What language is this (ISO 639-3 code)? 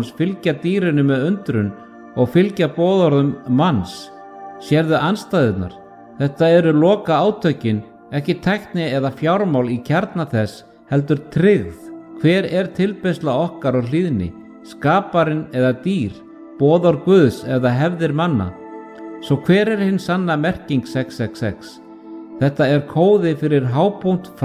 isl